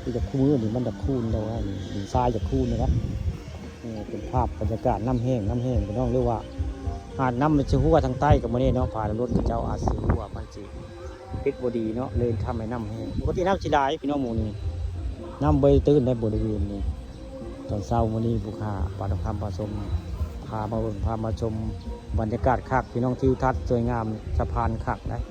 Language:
Northeastern Thai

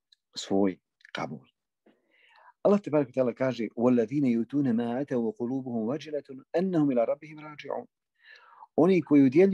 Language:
Bosnian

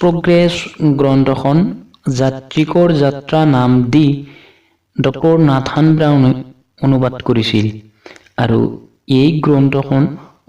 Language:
Assamese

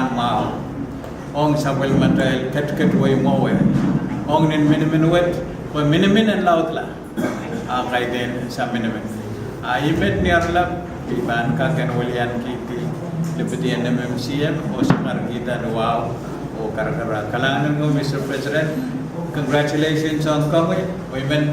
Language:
Pohnpeian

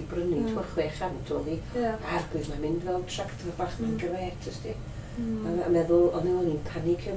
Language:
Welsh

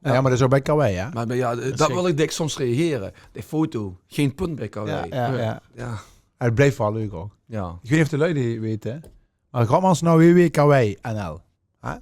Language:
Limburgish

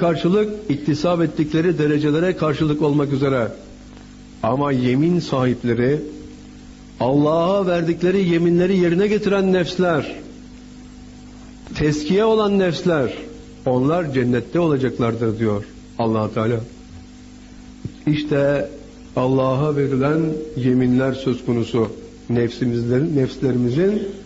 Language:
Turkish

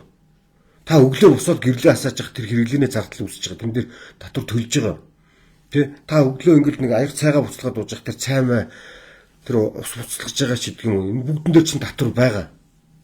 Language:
Mongolian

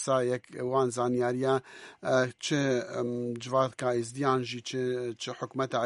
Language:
Kurdish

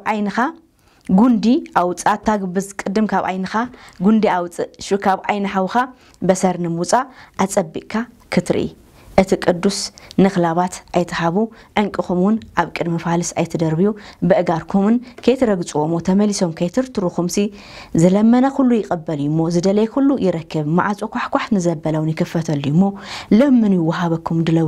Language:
Tigrinya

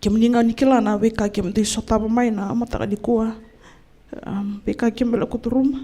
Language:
Fijian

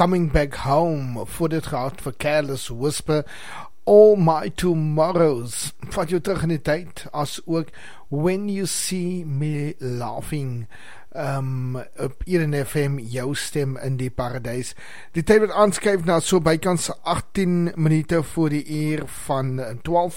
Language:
Afrikaans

